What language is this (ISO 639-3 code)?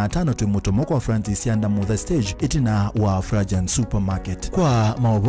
kam